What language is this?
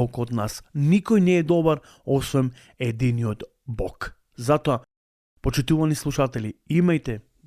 Macedonian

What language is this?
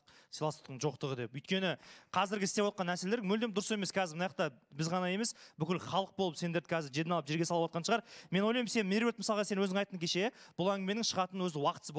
Kazakh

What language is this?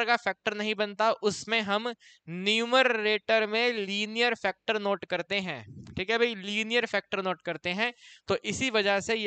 Hindi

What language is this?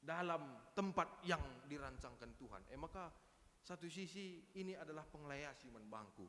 Batak Karo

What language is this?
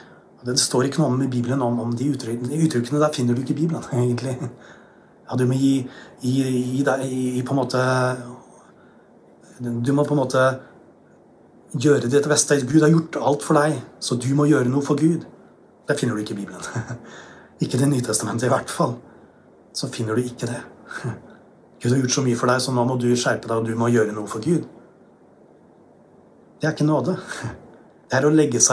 Norwegian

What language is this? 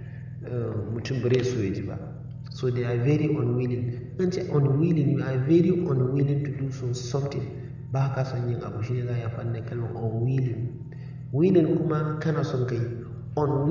Hausa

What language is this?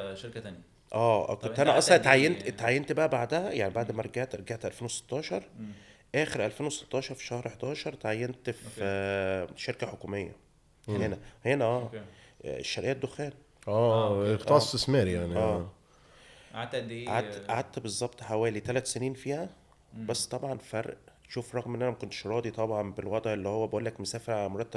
Egyptian Arabic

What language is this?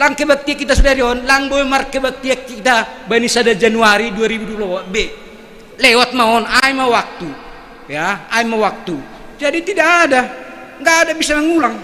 Batak Simalungun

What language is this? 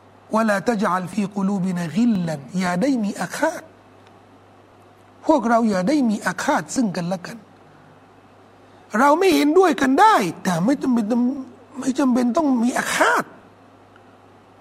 Thai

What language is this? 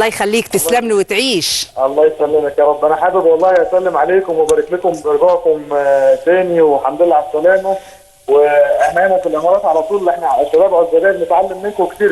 Egyptian Arabic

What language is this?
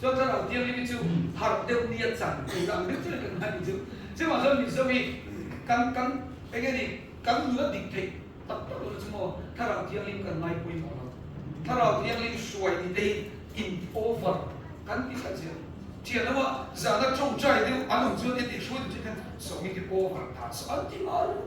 Mizo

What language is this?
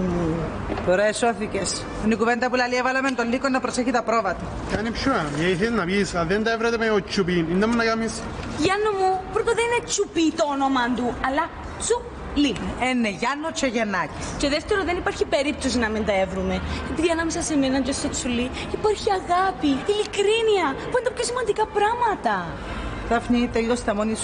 Greek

